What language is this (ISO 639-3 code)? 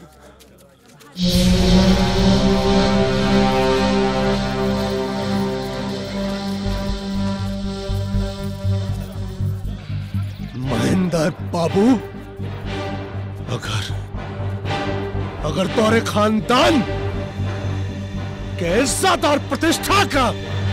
bho